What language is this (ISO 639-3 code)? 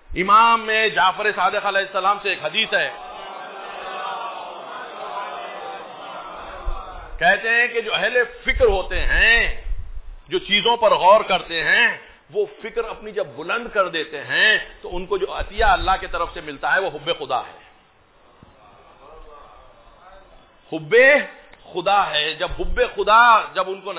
urd